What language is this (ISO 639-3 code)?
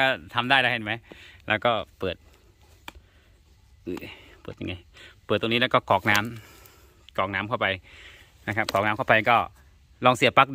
tha